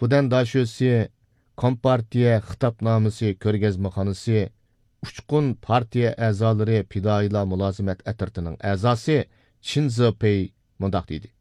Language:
Uyghur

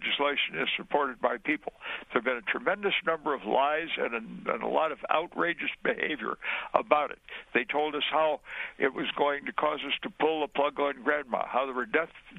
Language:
English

